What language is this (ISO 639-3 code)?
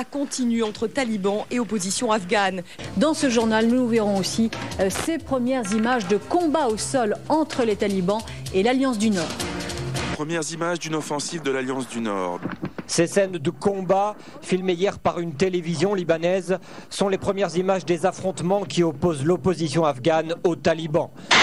fra